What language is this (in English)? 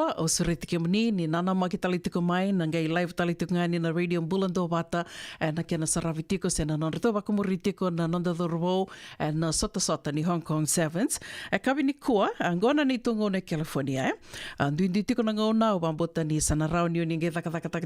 Fijian